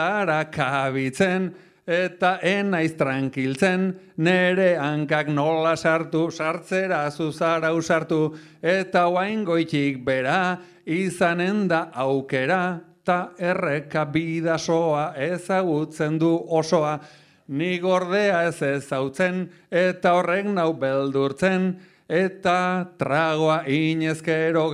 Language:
Basque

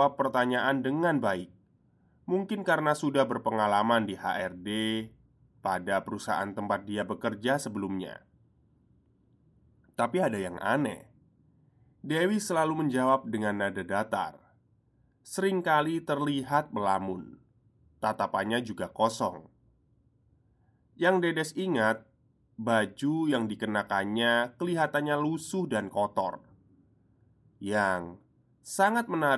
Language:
Indonesian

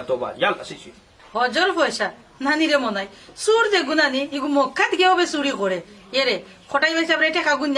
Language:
Sylheti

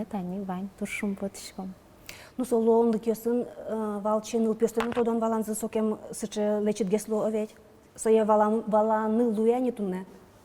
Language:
Udmurt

